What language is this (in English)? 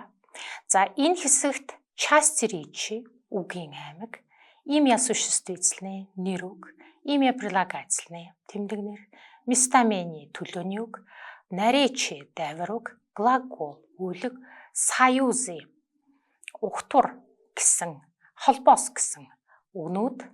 Mongolian